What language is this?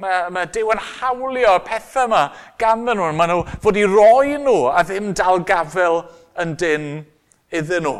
Welsh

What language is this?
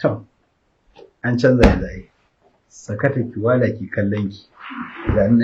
Hausa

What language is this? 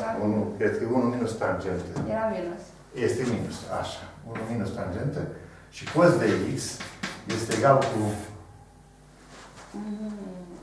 Romanian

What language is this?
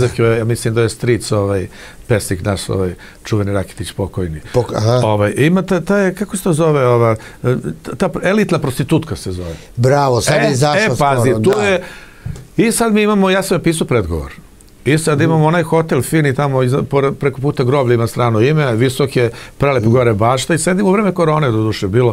Serbian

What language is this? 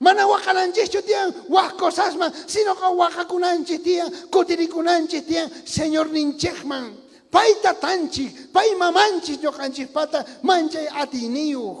South Bolivian Quechua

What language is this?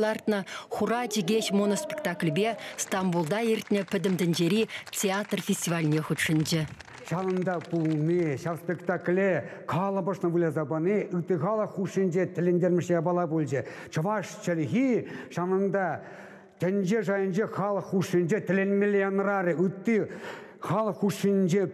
Chuvash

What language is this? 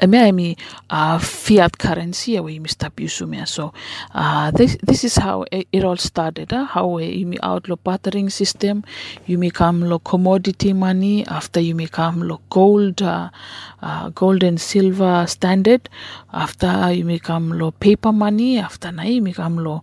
Bislama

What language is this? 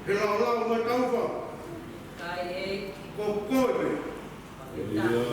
Tongan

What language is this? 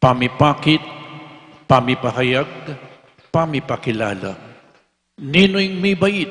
Pampanga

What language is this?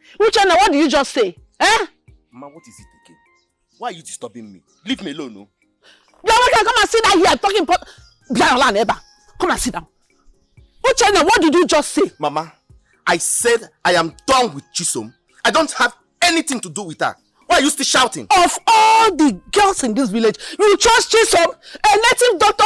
Nigerian Pidgin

